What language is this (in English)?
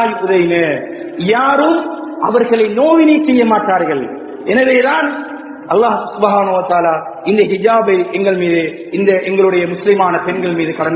Tamil